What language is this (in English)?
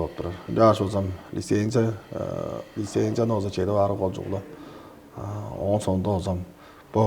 Tuvinian